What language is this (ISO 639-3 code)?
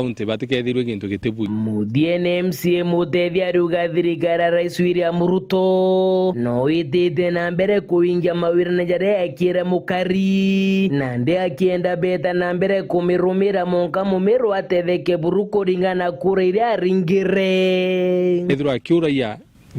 mer